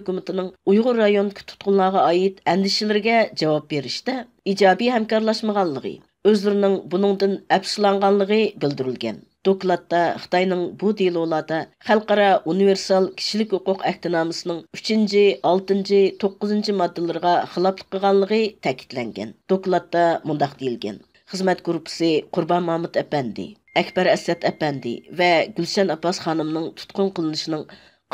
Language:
Uyghur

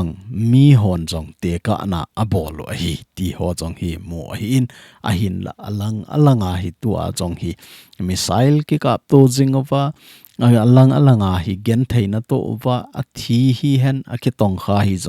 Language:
Thado Chin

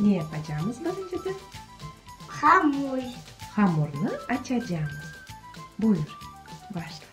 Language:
Crimean Tatar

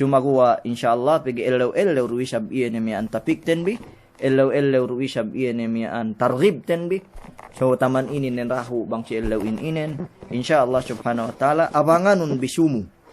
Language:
Yakan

